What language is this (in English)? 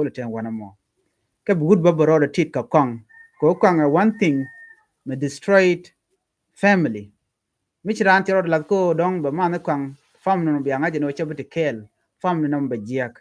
Nuer